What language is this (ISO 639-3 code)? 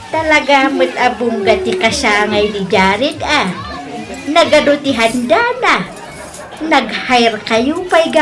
ilo